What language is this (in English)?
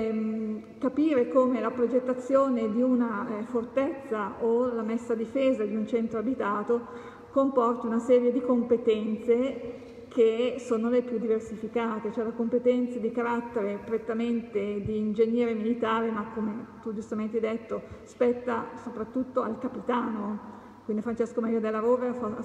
Italian